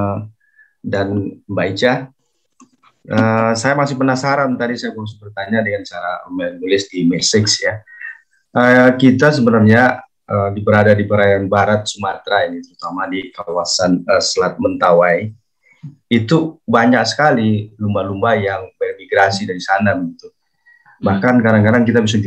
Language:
Indonesian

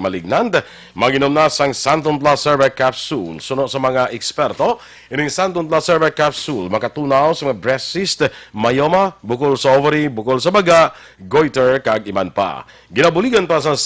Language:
Hiligaynon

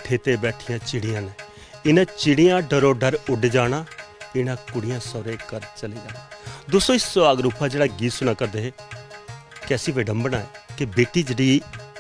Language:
Dogri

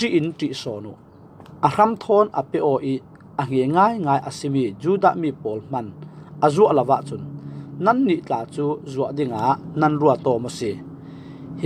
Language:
Falam Chin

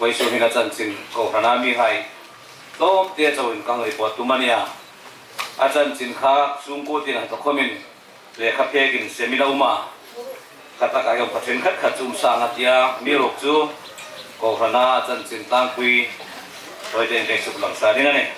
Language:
Hmar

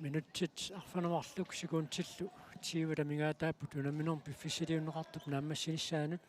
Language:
Kalaallisut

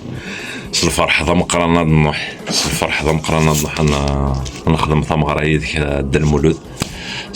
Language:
Kabyle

